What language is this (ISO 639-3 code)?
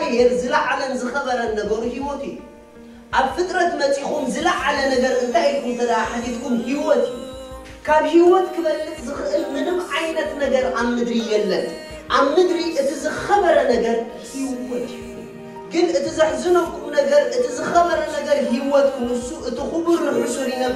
tir